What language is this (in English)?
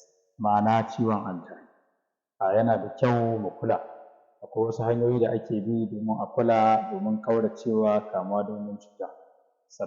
Hausa